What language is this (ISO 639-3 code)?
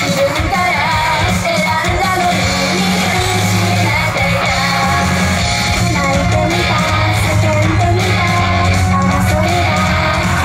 jpn